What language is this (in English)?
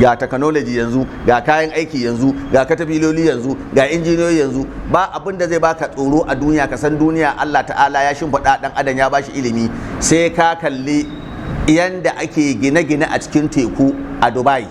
Hausa